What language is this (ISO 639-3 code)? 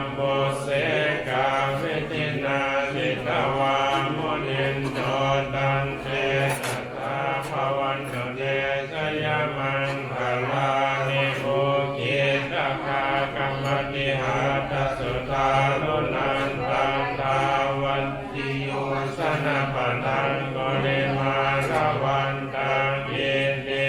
pli